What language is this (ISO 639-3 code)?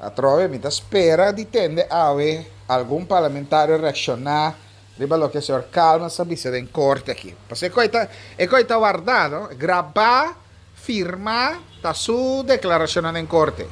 pap